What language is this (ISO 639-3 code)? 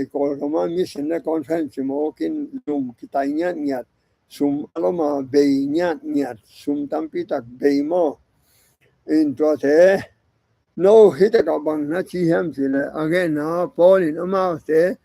ctd